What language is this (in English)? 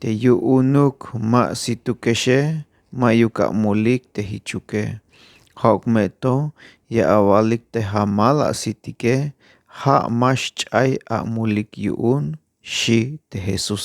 Tzeltal